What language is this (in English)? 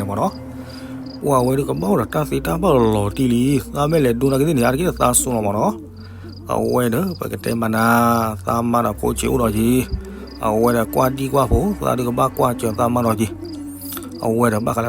S'gaw Karen